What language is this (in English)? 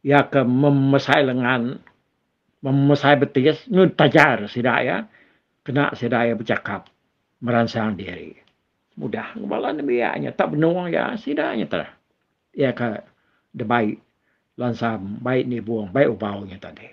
Iban